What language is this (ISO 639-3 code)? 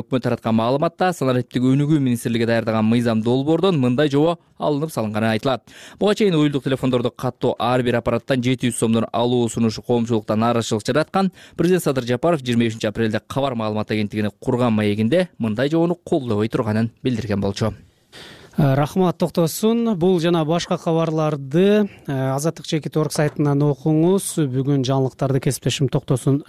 kir